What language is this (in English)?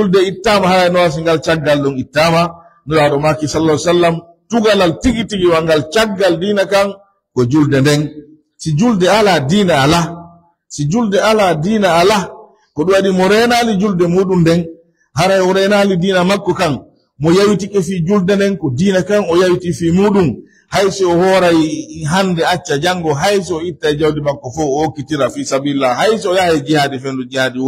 Pular